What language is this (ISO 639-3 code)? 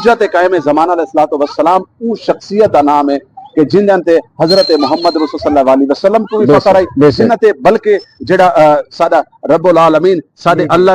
skr